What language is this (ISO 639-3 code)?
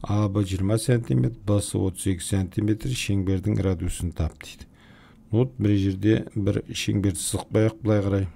kaz